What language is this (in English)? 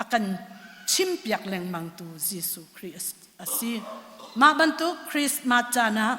Hakha Chin